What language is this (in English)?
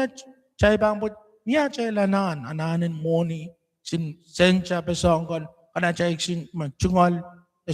Pohnpeian